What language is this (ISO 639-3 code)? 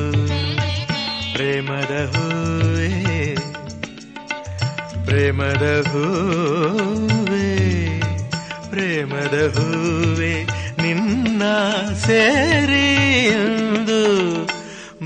kan